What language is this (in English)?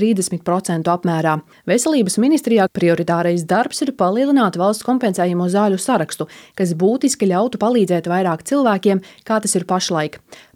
Latvian